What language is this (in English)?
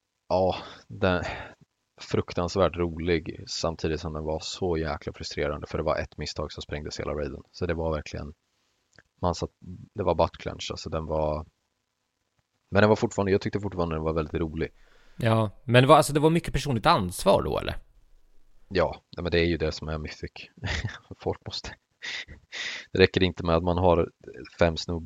Swedish